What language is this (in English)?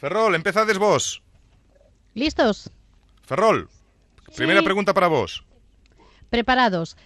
Galician